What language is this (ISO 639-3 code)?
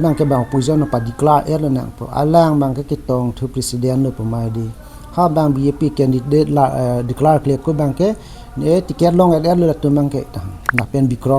mjw